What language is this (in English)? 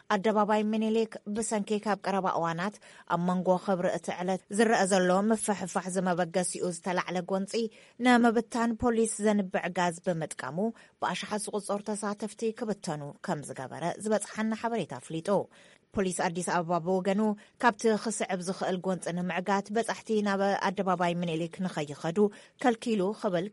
Tigrinya